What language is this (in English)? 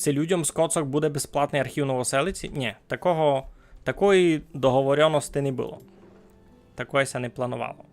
Rusyn